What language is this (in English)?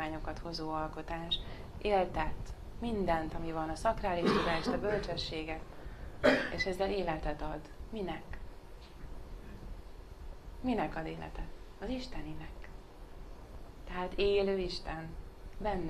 Hungarian